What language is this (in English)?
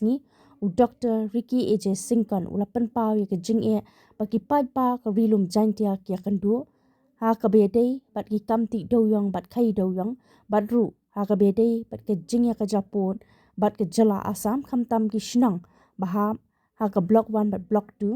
Khasi